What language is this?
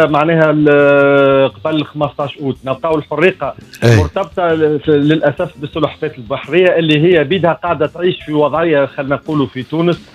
Tunisian Arabic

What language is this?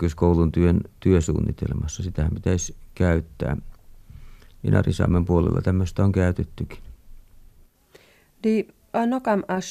Finnish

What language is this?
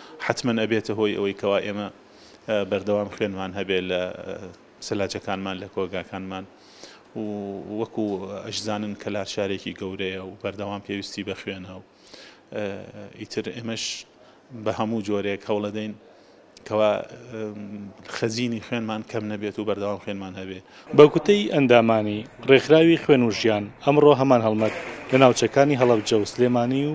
Central Kurdish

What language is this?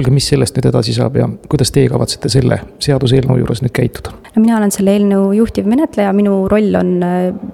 Estonian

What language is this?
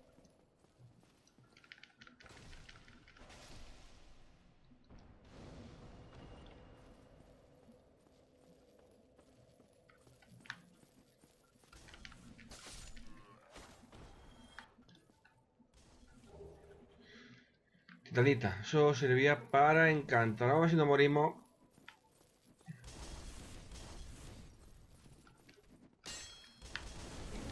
Spanish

